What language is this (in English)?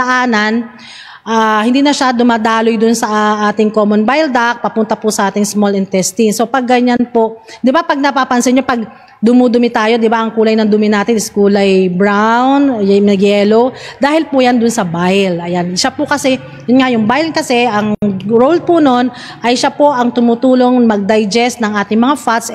Filipino